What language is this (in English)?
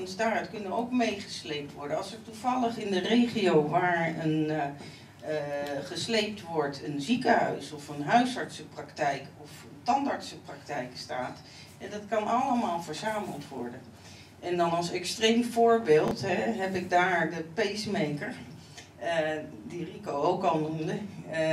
Dutch